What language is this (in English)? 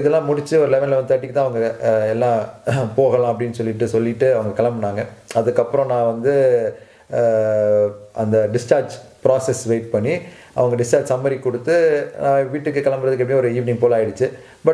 Tamil